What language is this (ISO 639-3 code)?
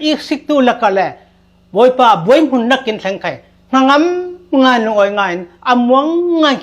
cfm